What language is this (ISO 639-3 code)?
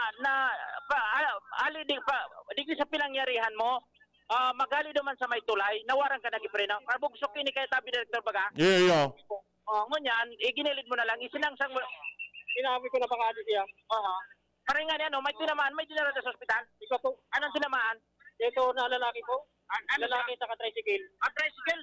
bik